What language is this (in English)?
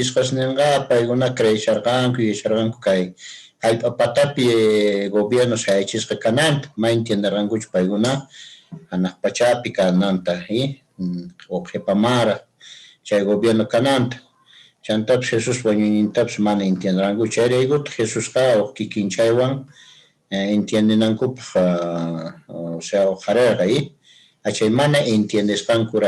Quechua